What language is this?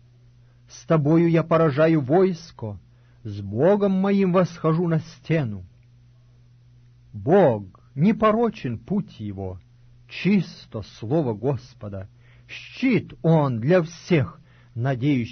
Russian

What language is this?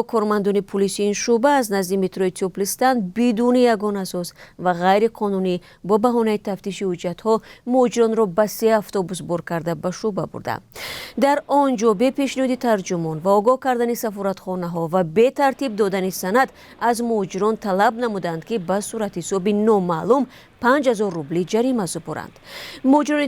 Tajik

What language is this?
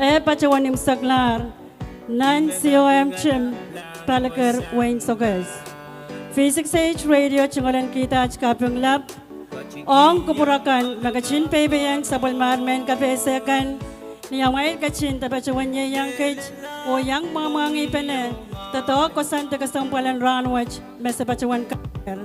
Pohnpeian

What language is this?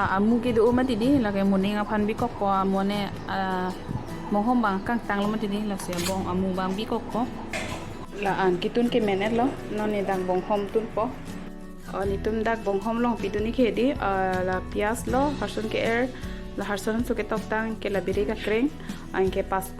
Karbi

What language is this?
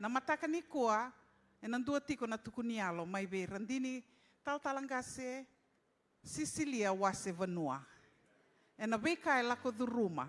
Fijian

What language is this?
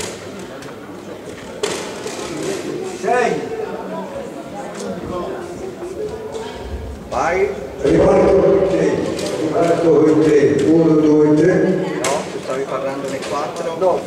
Italian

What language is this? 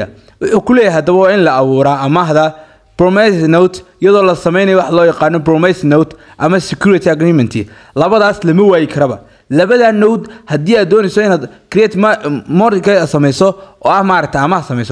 Somali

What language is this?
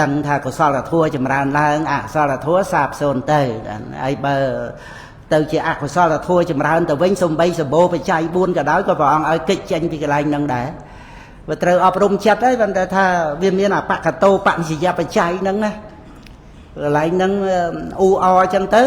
Khmer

